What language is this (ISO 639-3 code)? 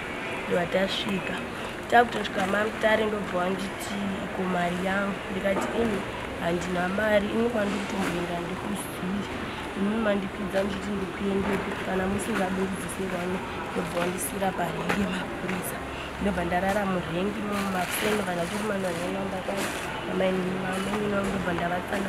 sna